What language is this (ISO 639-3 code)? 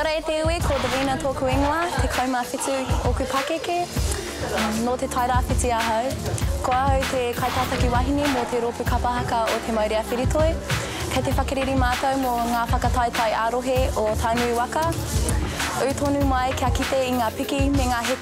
mri